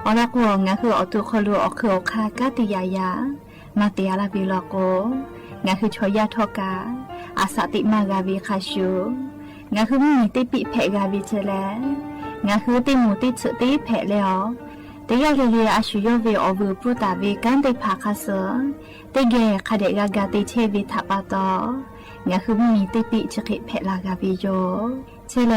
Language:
Lahu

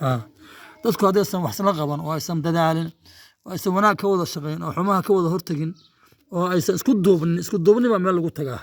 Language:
Somali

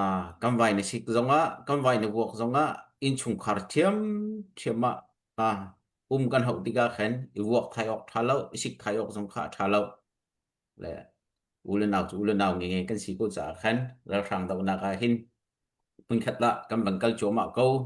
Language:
Hakha Chin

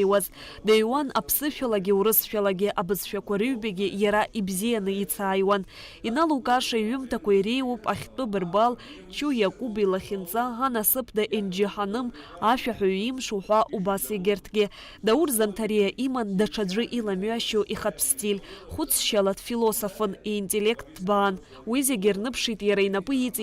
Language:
Abkhazian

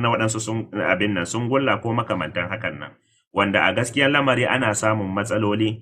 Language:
Hausa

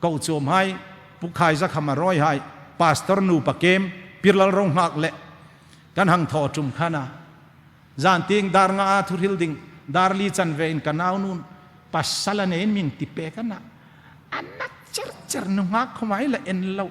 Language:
Hmar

